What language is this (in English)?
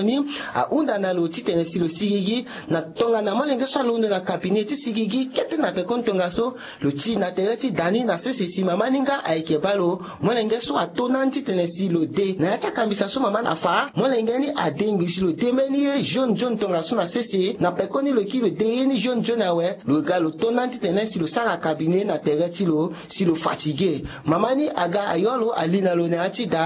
Sango